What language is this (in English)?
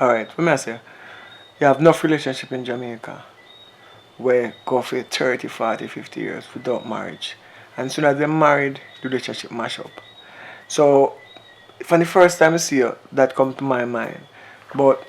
Jamaican Creole English